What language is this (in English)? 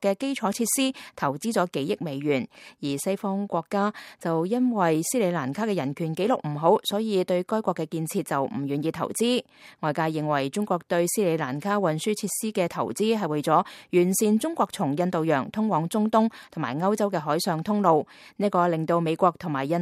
Cantonese